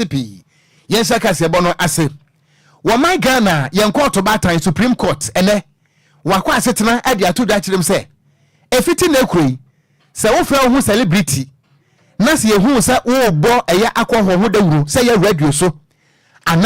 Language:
Akan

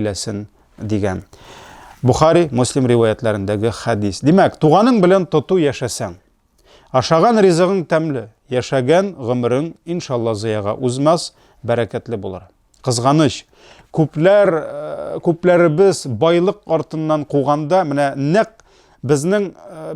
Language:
Tatar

